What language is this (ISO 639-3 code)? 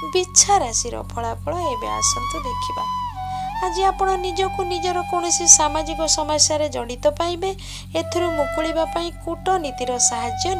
ori